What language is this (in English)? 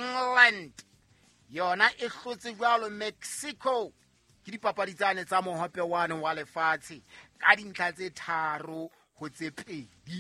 Southern Sotho